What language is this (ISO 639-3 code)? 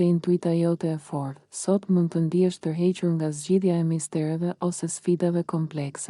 sqi